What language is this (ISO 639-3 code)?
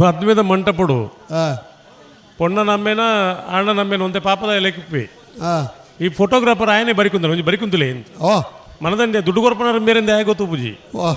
tcy